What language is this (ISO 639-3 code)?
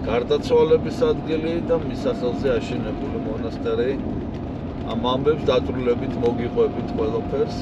kat